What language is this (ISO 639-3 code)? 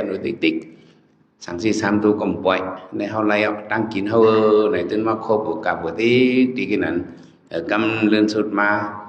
shn